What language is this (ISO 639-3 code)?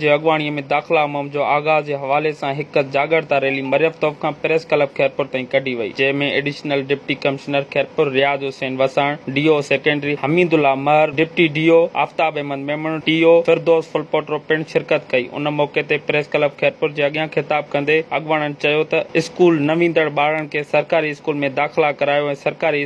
snd